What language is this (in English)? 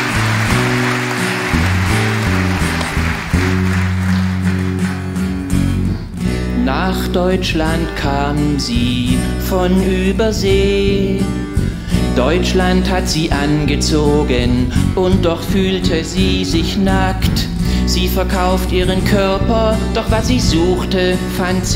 German